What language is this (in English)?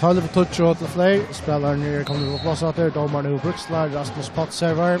Faroese